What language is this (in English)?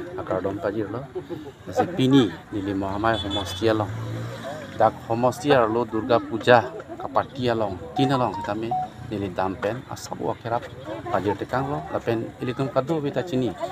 Karbi